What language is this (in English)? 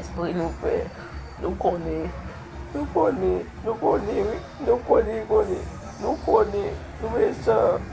Haitian Creole